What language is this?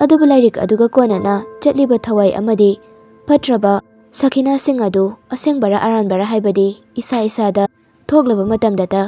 Manipuri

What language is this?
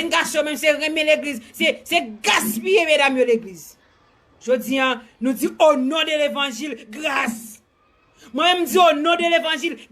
Haitian Creole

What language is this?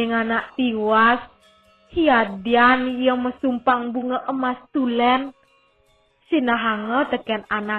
Balinese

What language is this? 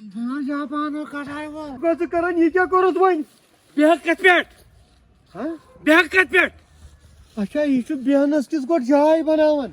Kashmiri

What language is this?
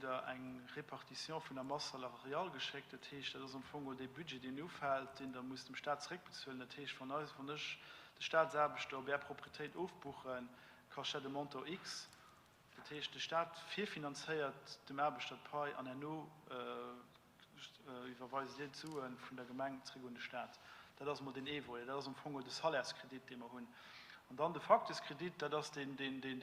Luxembourgish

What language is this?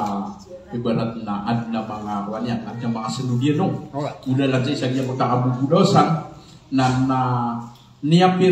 Maranao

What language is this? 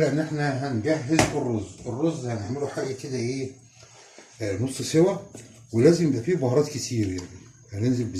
Egyptian Arabic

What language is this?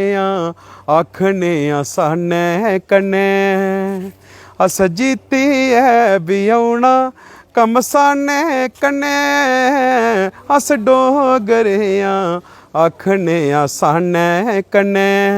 Dogri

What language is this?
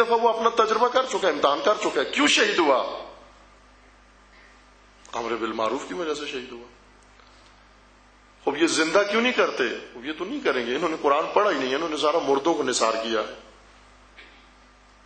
Urdu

